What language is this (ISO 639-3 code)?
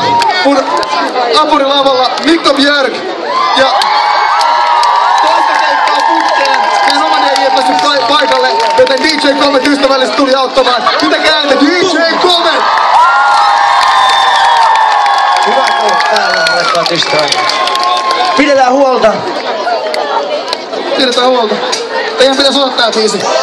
fin